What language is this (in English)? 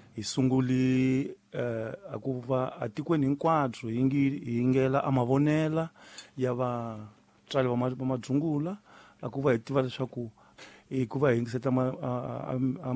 Tsonga